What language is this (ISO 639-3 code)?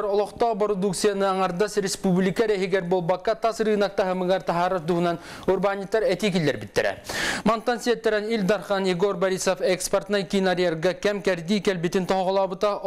sah